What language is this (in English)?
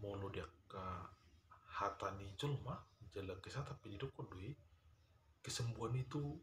Batak Toba